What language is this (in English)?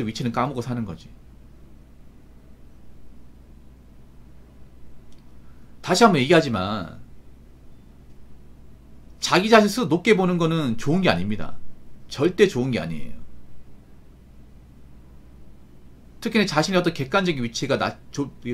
Korean